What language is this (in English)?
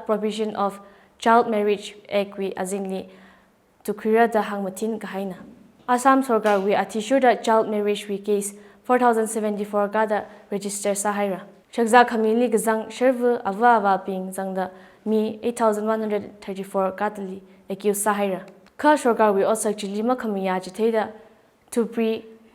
Tangkhul Naga (India)